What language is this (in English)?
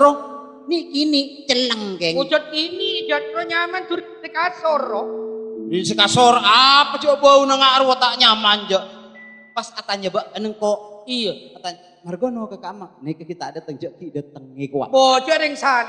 Madurese